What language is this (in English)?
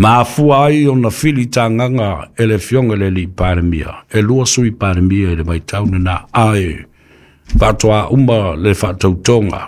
Samoan